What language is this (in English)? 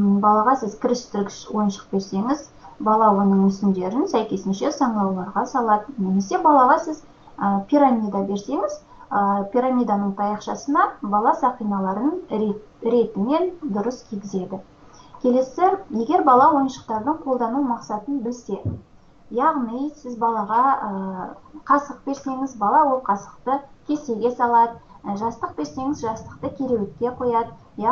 Kazakh